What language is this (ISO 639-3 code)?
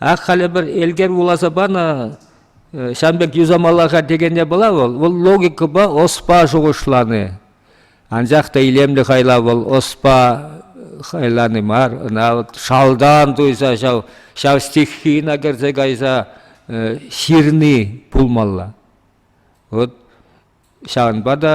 chv